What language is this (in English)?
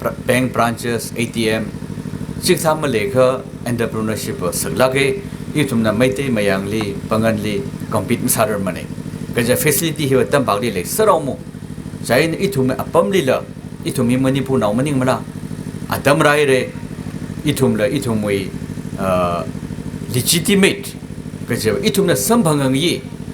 Tangkhul Naga (India)